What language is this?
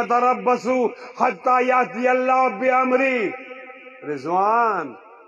Urdu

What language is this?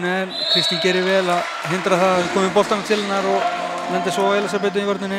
Icelandic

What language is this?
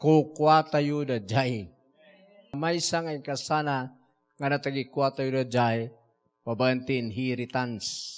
Iloko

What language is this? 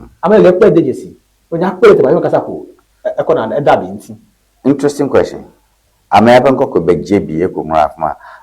Ewe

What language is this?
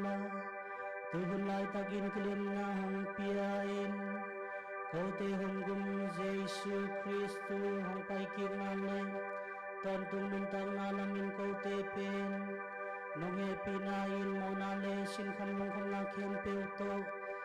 Tedim Chin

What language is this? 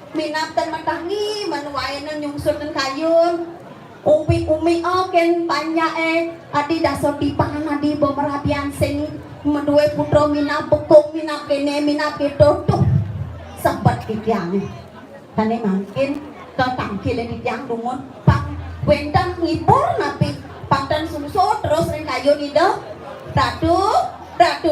Balinese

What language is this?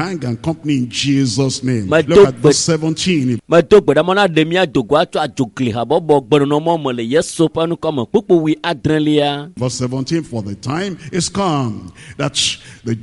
Ewe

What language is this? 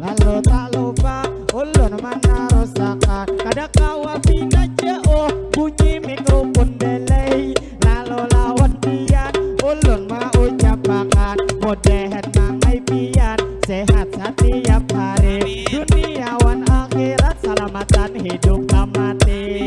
Banjar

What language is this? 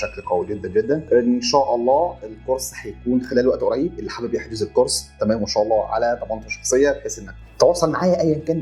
Egyptian Arabic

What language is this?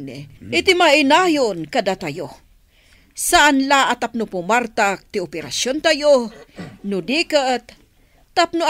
Iloko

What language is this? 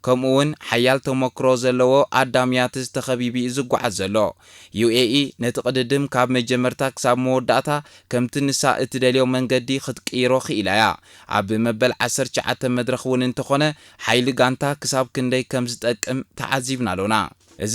Tigrinya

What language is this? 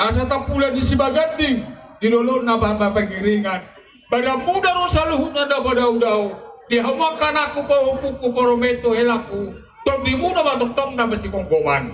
Batak Toba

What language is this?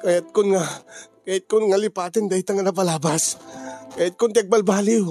Iloko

